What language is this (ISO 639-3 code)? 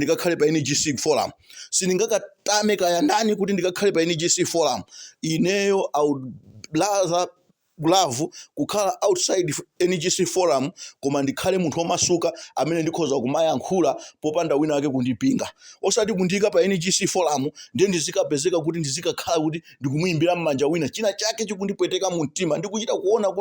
nya